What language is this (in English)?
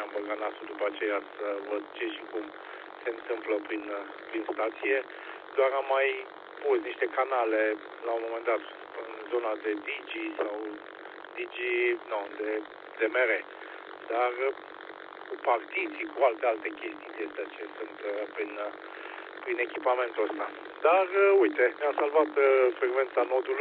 Romanian